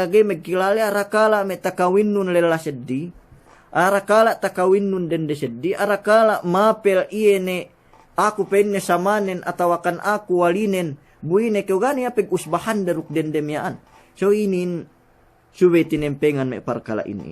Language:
Yakan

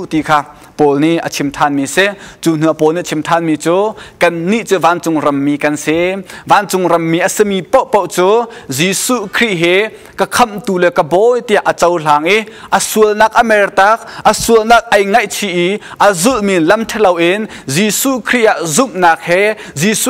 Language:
Hakha Chin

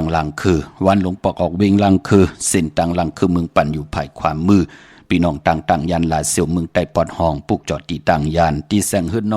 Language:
Shan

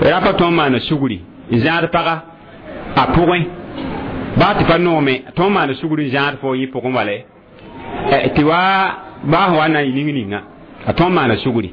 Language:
Mossi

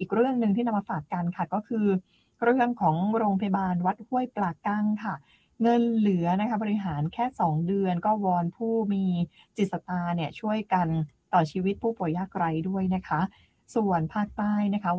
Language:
Thai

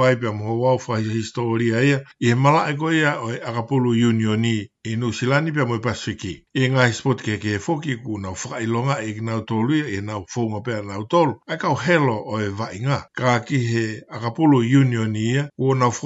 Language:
Tongan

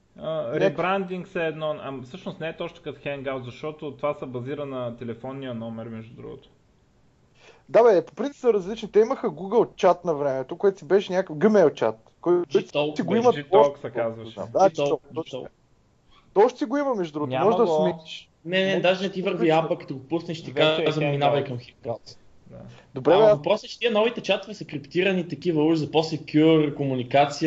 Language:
Bulgarian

